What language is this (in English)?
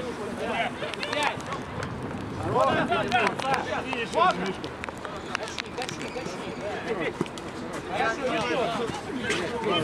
Russian